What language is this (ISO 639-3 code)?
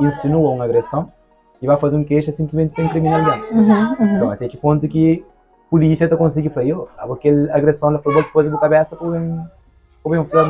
kea